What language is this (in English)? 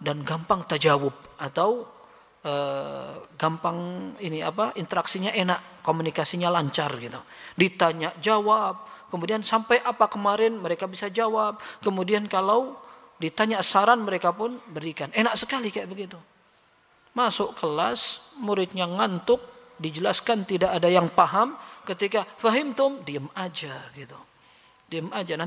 Indonesian